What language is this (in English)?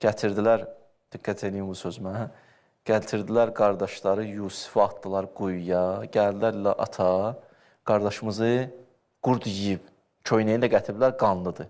Azerbaijani